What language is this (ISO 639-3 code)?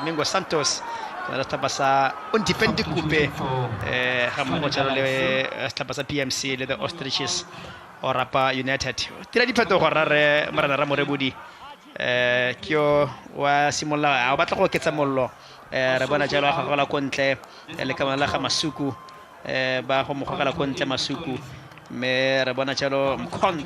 tsn